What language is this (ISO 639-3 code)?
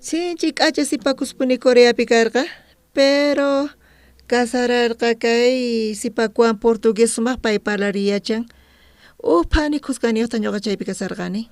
quh